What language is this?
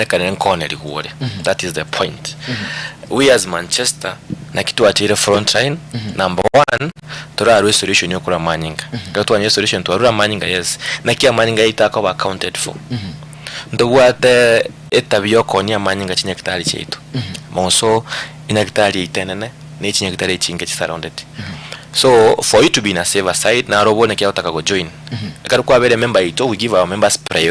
Gusii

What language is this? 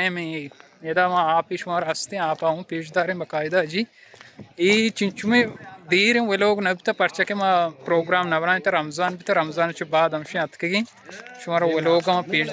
Baluchi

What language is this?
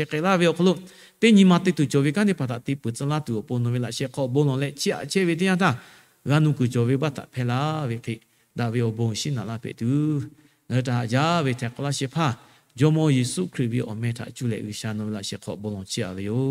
Lahu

